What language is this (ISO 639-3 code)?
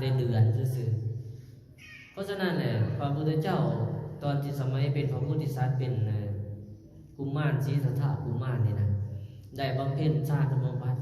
lao